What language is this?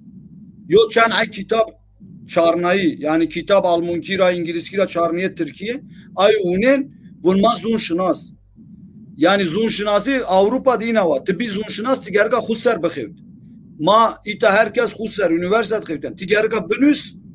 Zaza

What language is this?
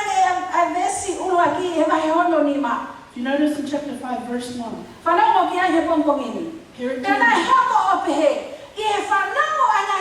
Tongan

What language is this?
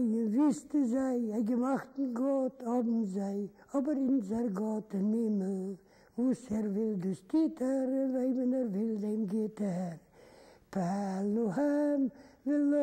Yiddish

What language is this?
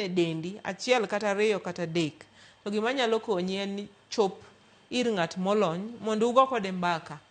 Luo (Kenya and Tanzania)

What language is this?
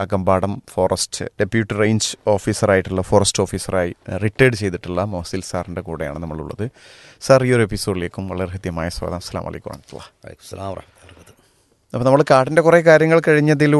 Malayalam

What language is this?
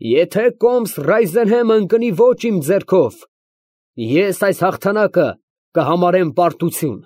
Armenian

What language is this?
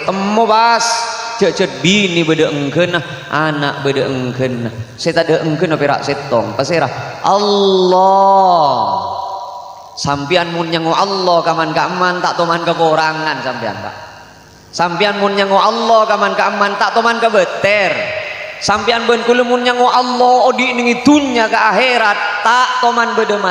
Madurese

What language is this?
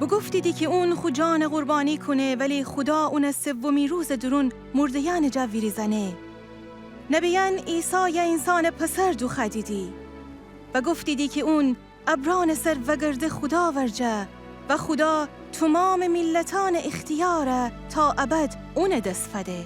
Gilaki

